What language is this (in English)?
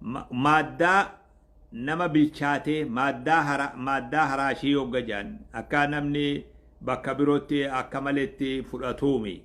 Oromo